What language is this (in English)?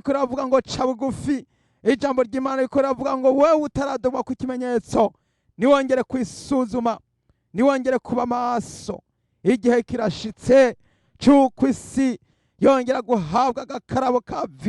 Rundi